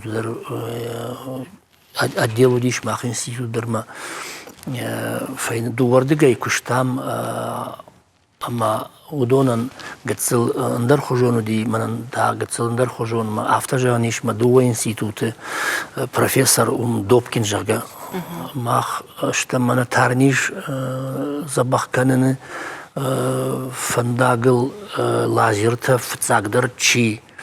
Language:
Ossetic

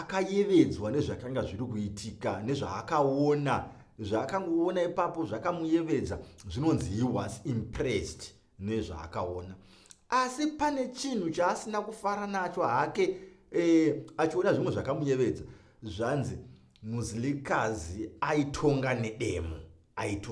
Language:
Shona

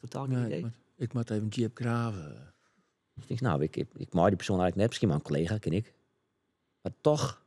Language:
Western Frisian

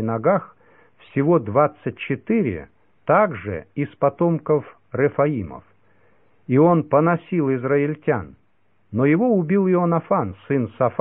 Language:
Russian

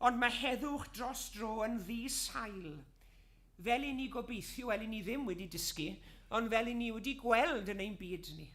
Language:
Welsh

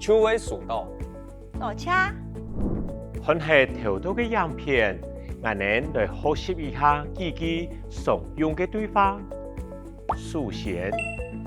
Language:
Hakka Chinese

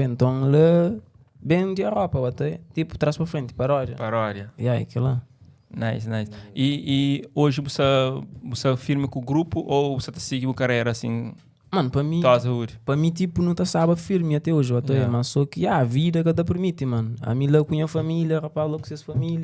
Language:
Kabuverdianu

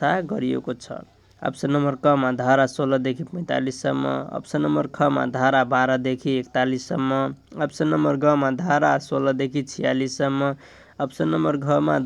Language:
Nepali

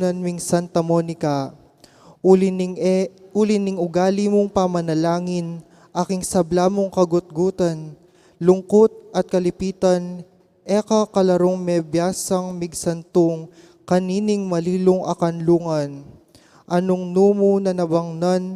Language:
Pampanga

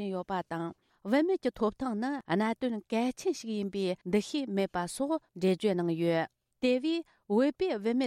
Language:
Tibetan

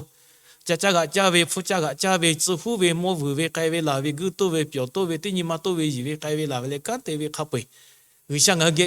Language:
Lahu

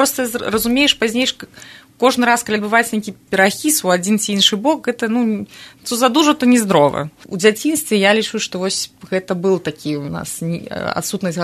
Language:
Belarusian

